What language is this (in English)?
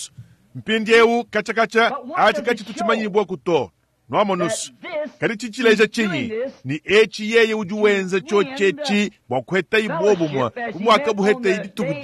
Luba-Lulua